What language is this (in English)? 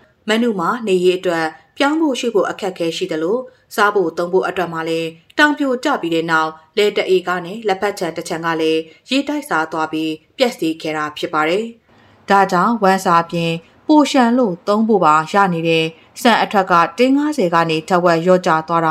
Burmese